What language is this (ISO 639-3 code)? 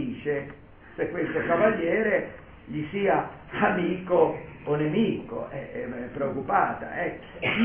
ita